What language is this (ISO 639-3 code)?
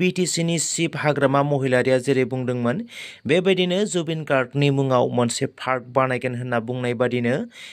brx